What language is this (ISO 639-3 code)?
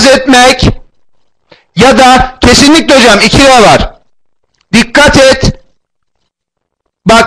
tur